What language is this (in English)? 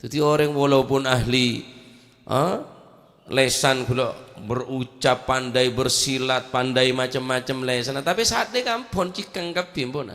Madurese